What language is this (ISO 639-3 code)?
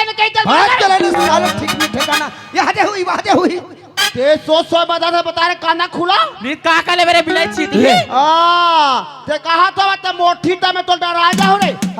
hne